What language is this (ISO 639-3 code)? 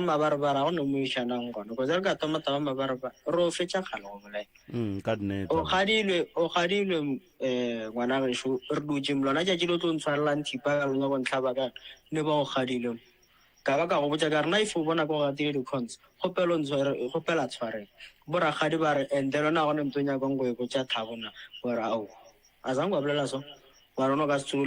nso